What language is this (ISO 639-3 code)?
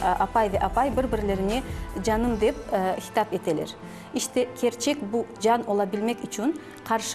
crh